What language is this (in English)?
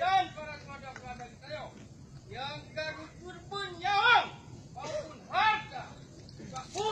Achinese